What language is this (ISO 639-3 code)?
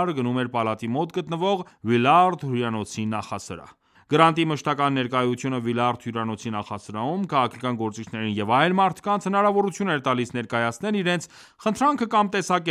hye